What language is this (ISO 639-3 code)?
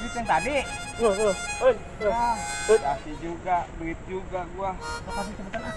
bew